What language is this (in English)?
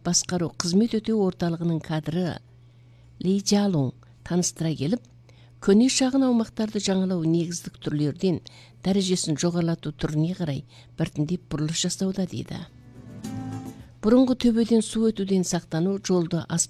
Kazakh